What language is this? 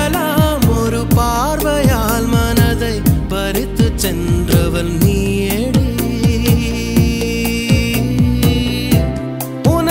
Tamil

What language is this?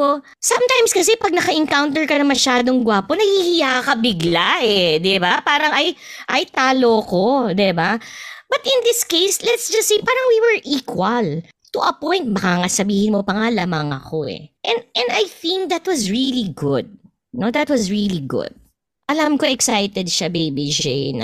Filipino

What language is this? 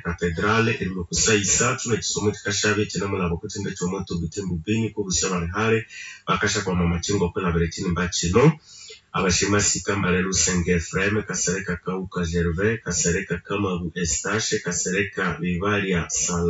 Nande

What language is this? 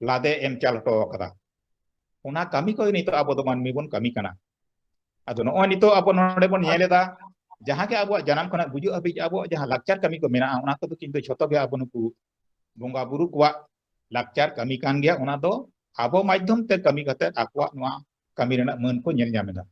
Santali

